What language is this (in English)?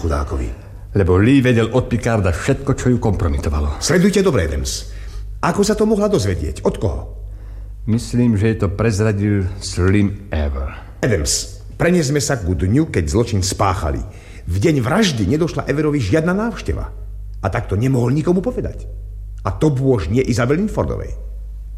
Slovak